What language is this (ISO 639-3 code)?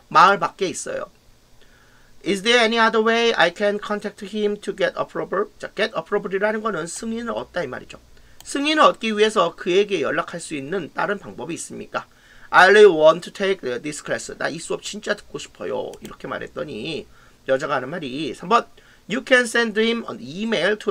kor